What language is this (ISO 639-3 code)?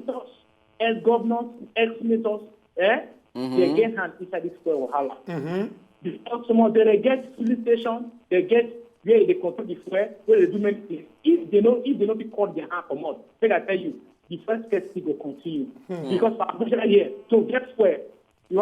pcm